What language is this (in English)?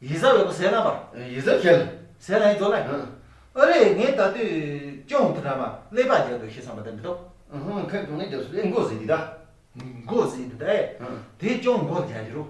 Tibetan